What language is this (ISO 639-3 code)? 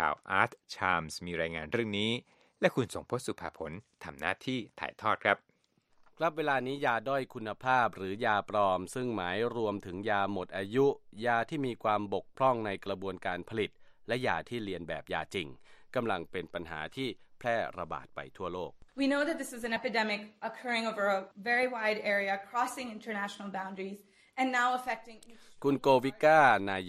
tha